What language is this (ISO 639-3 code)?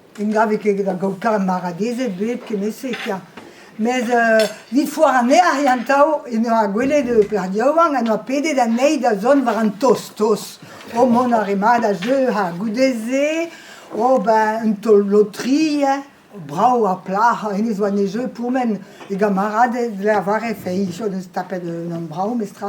bre